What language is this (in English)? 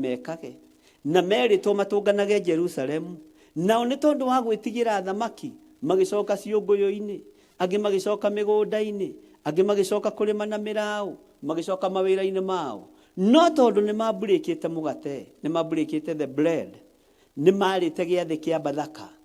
Kikuyu